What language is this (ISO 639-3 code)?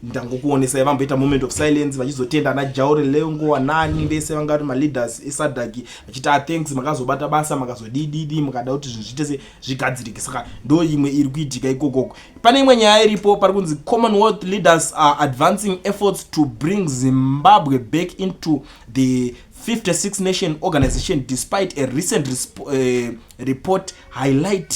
sna